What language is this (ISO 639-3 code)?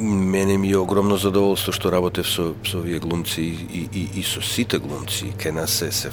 mkd